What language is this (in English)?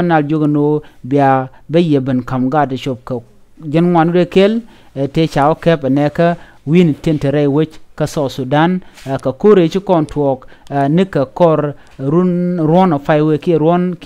Nuer